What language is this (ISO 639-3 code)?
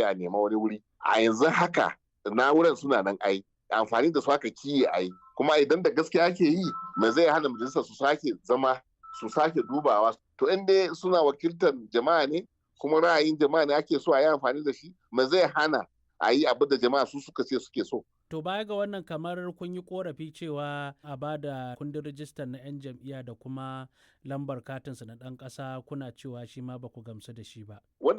hau